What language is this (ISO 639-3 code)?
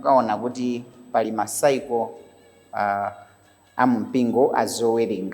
nya